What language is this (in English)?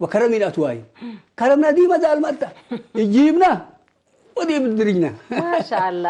Tigre